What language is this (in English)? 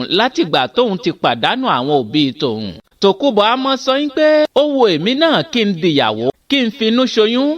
Yoruba